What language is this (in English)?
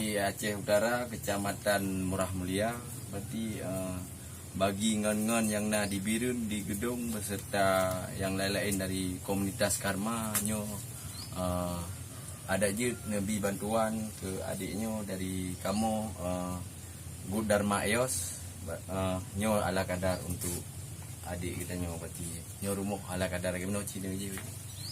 Achinese